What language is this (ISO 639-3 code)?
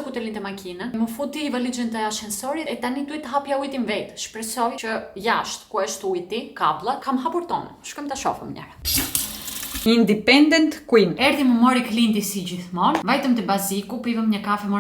sqi